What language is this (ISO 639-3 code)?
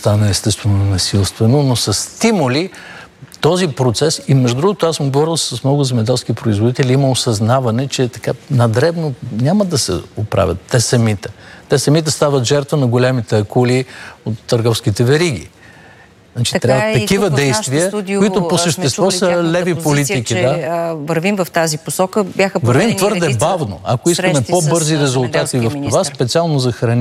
bul